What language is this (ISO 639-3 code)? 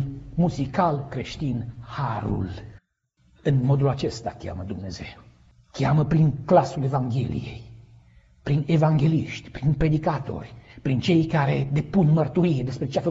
ron